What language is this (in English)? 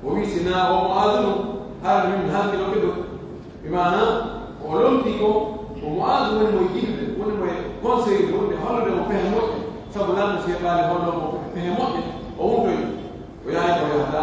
Pular